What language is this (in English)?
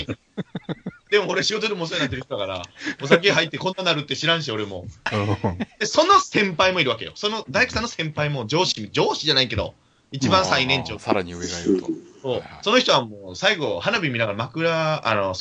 Japanese